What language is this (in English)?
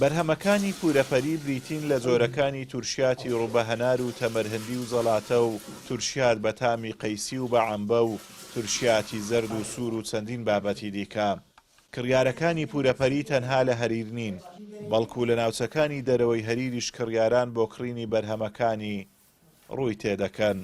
Central Kurdish